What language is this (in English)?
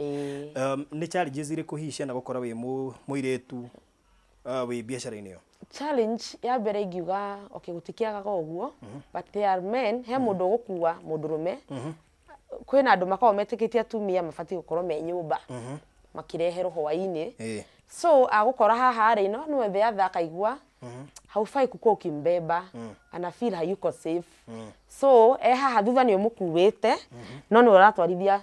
Kikuyu